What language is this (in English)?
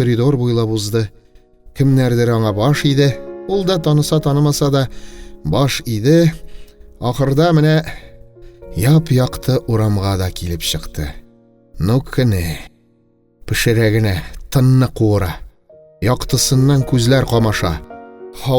Tatar